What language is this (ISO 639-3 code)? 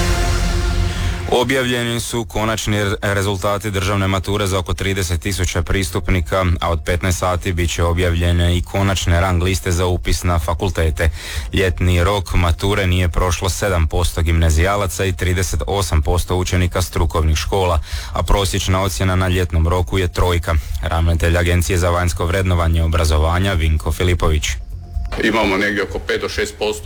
hrv